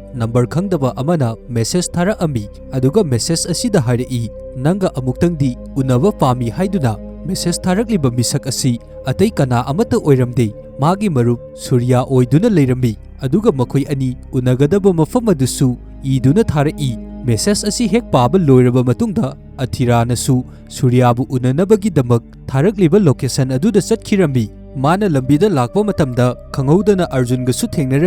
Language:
Manipuri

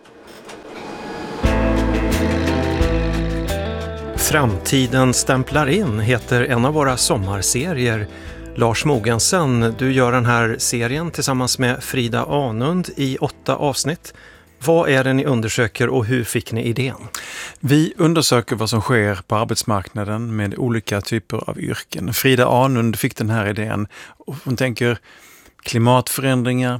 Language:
Swedish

